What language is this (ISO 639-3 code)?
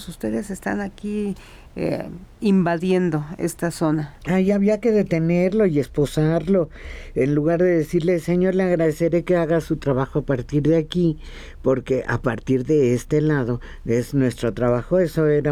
spa